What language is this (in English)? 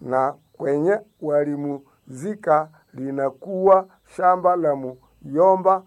Nande